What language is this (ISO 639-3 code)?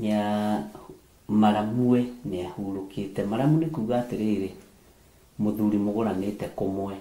kik